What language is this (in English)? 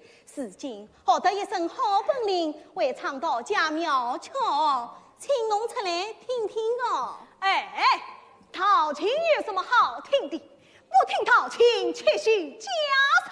Wu Chinese